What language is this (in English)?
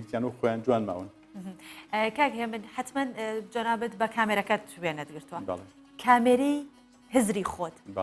Central Kurdish